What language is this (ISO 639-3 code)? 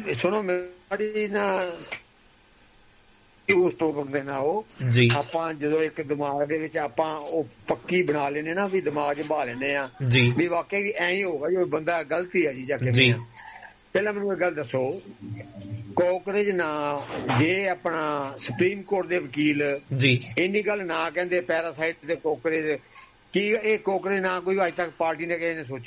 pan